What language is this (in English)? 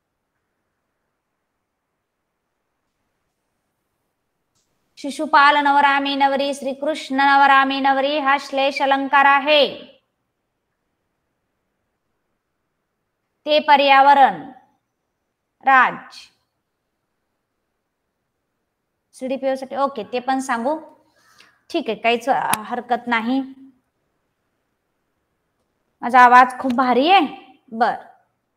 Marathi